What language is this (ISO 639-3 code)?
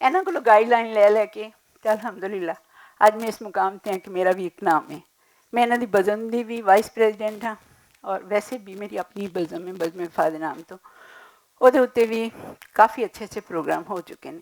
lah